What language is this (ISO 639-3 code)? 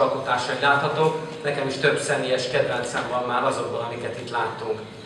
hun